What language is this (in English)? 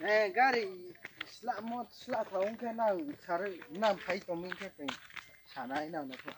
Riang (India)